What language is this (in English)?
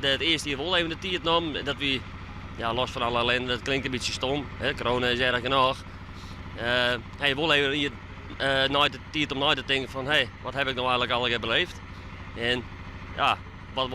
Western Frisian